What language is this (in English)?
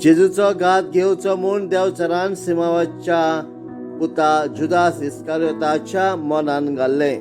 Konkani